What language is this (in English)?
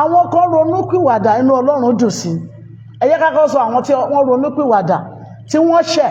Yoruba